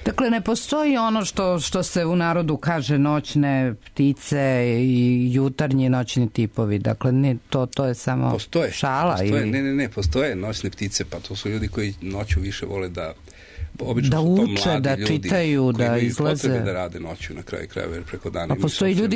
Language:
Serbian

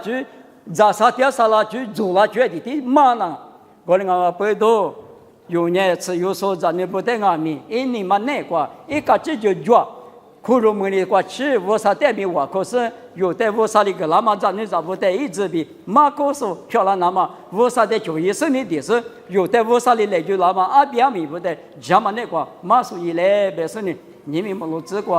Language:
Lisu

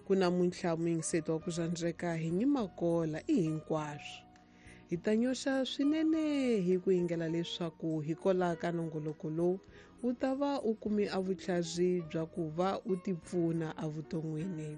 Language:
Tsonga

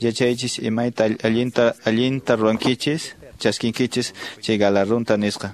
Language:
Quechua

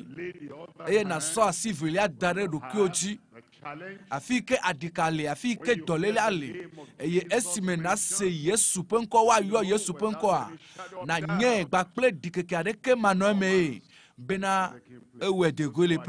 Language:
Ewe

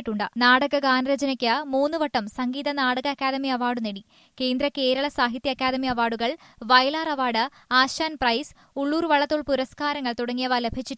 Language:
Malayalam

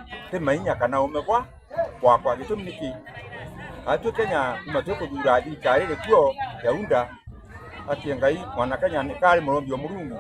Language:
Meru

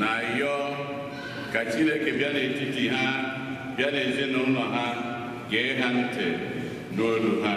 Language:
Igbo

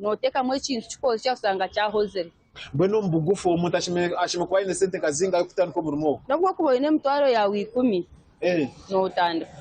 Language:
Nyankole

